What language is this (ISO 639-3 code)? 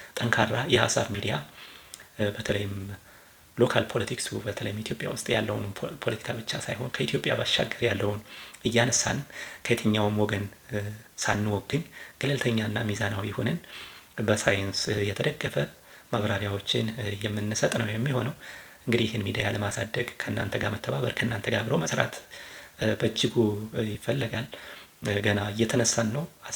amh